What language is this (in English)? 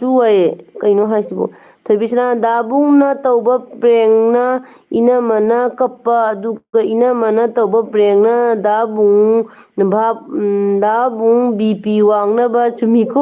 Manipuri